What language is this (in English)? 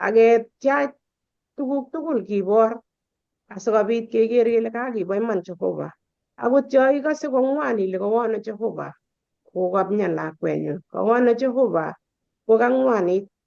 Kalenjin